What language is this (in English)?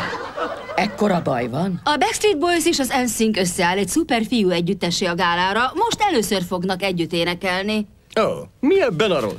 Hungarian